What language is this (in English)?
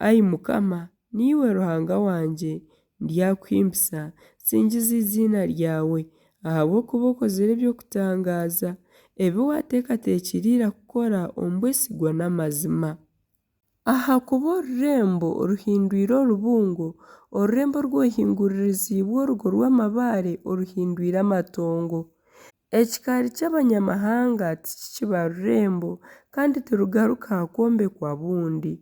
Nyankole